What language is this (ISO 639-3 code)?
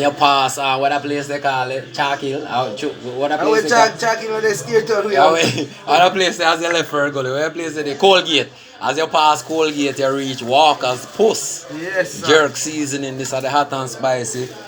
jam